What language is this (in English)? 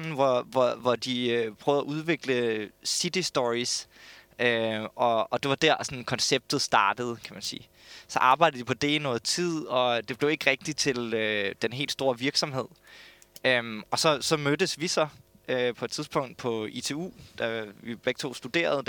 Danish